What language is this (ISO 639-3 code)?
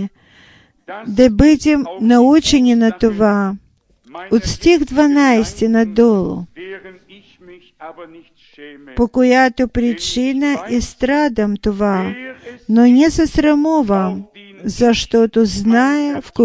bul